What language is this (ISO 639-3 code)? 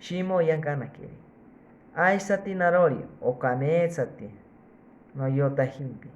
cni